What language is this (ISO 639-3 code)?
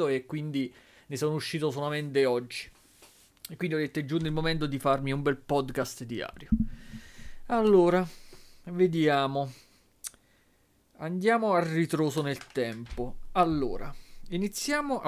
ita